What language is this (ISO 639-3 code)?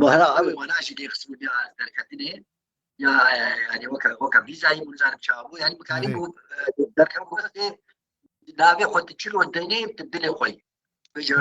kur